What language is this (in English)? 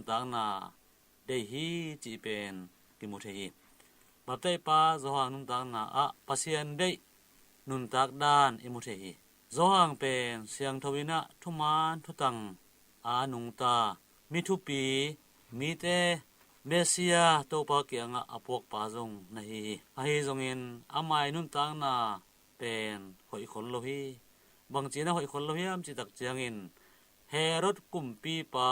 Tedim Chin